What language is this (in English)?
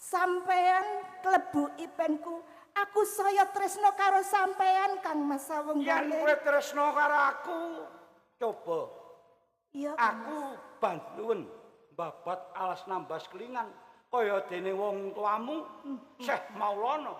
Javanese